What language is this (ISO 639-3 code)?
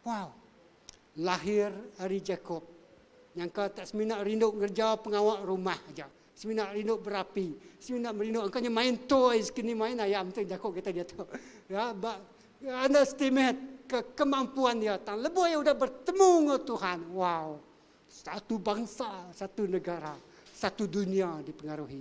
iba